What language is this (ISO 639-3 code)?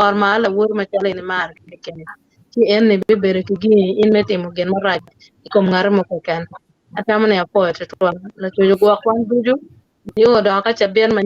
ach